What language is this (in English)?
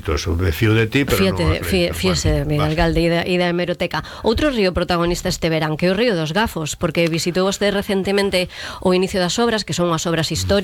Galician